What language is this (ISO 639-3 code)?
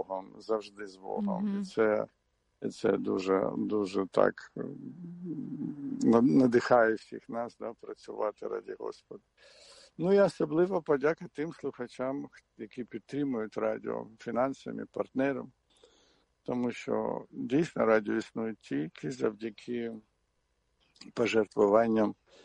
ukr